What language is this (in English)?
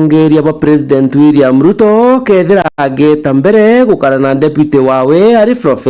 Meru